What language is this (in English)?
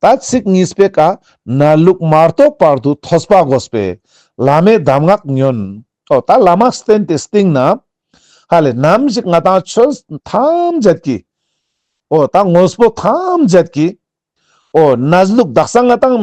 Ladakhi